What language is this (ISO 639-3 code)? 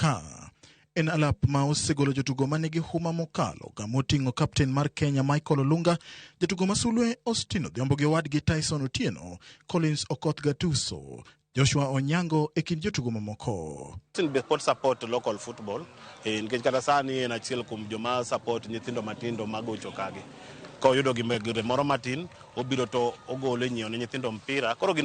luo